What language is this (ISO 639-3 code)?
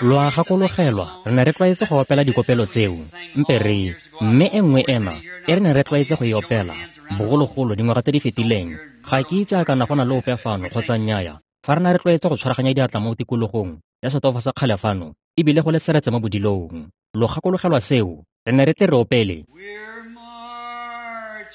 tsn